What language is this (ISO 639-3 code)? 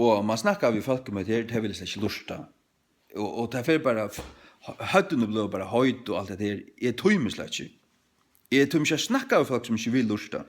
fao